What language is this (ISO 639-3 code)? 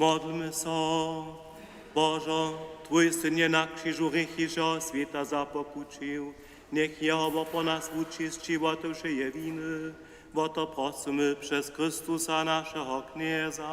hsb